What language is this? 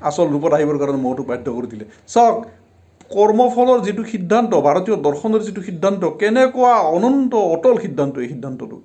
Assamese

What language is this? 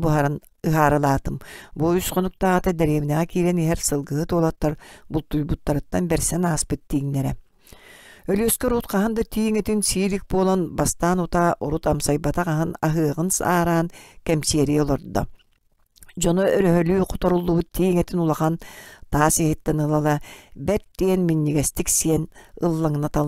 Yakut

